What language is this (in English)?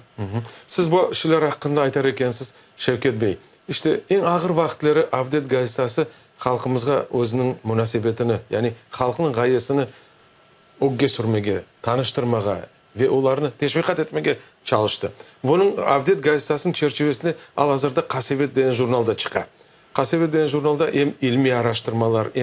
Crimean Tatar